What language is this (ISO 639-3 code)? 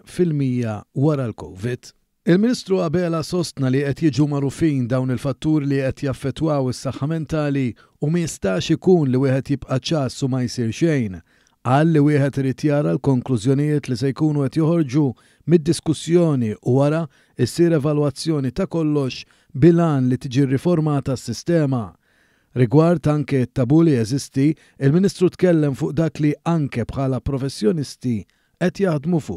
mlt